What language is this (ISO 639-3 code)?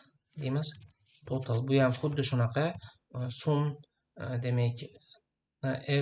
uzb